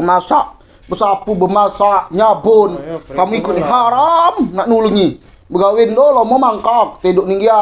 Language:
Musi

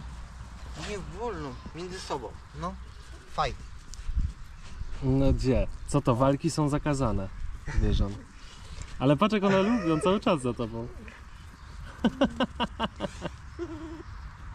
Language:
Polish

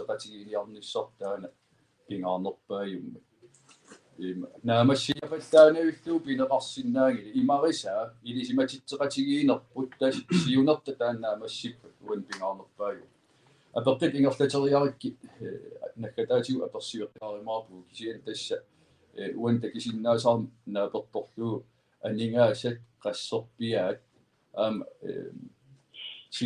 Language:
Kalaallisut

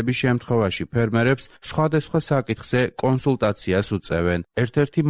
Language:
Georgian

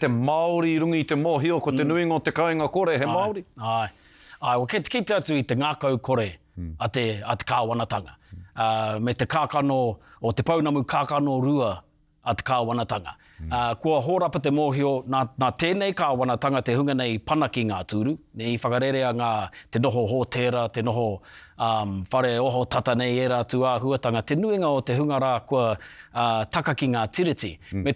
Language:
Māori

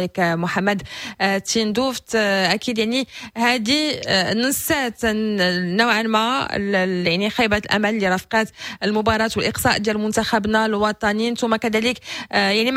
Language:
Moroccan Arabic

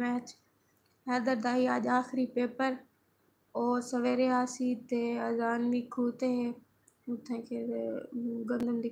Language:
Saraiki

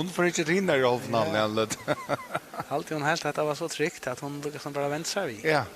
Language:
Faroese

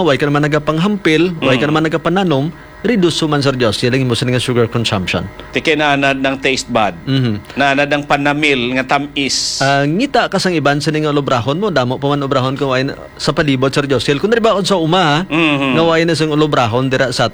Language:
Hiligaynon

